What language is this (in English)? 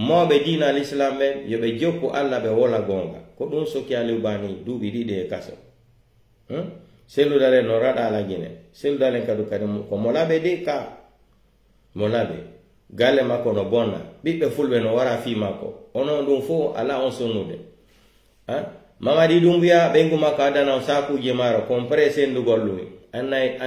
Pular